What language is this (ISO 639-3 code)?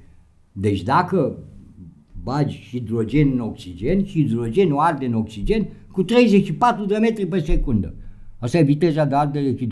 ron